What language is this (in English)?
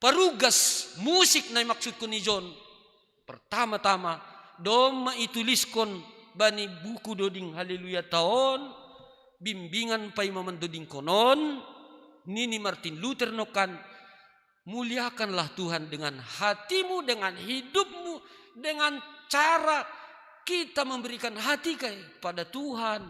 Batak Simalungun